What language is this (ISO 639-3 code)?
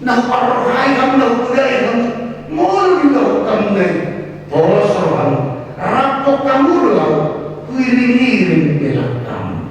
bbc